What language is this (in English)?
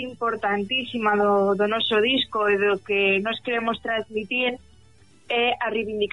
Galician